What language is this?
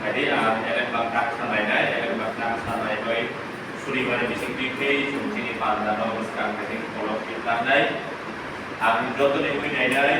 Kok Borok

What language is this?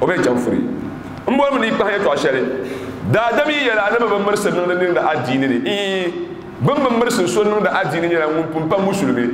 Dagbani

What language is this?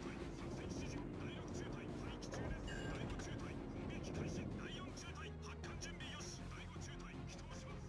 Japanese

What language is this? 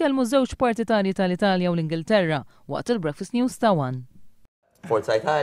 Maltese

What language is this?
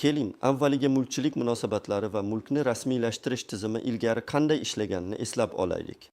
Uzbek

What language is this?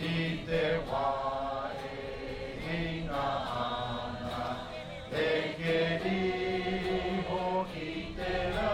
Māori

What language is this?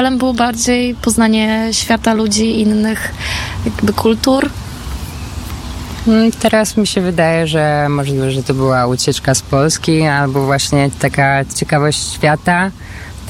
Polish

